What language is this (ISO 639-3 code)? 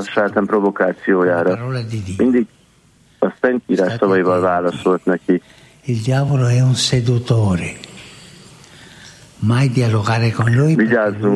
hun